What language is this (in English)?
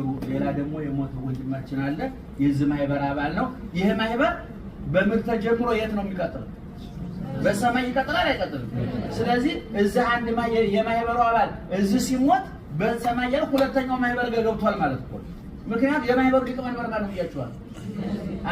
Amharic